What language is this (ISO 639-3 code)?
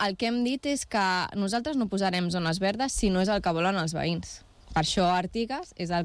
cat